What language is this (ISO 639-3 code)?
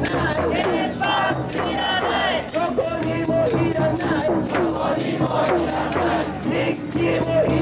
jpn